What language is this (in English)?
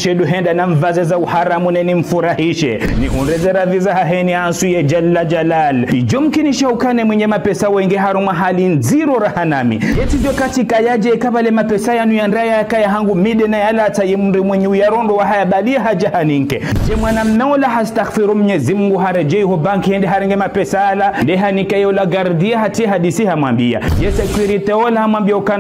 Ngazidja Comorian